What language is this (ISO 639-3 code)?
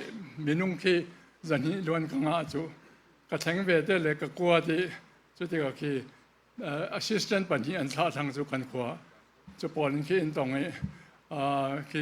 cfm